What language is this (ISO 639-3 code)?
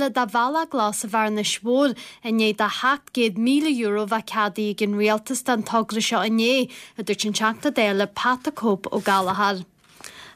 gle